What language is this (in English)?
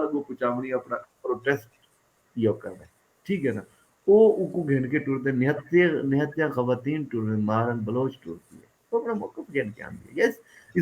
Saraiki